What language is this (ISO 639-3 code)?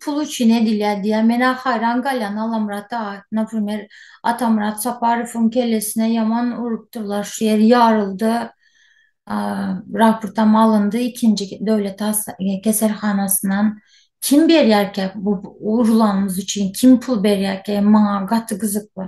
tuk